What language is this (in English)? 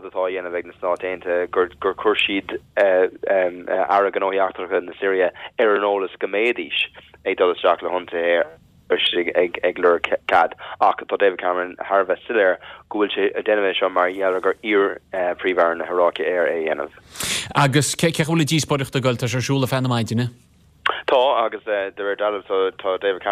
Irish